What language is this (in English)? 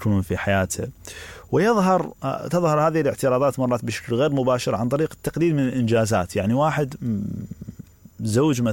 Mesopotamian Arabic